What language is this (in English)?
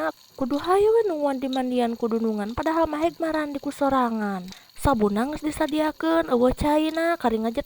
Sundanese